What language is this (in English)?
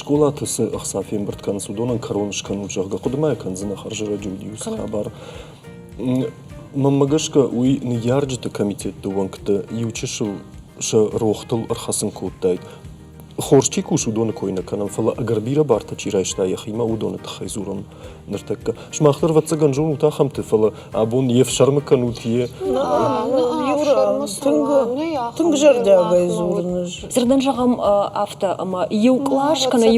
Ossetic